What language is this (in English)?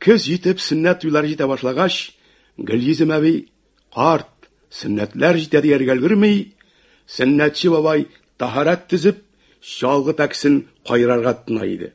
Tatar